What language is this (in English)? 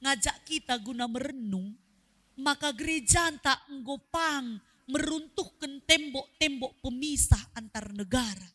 Batak Karo